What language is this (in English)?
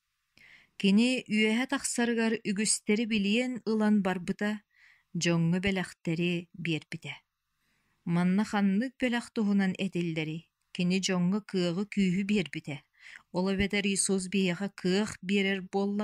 Yakut